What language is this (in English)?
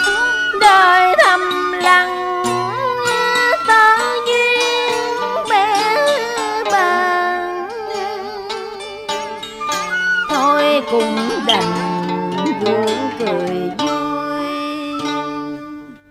Vietnamese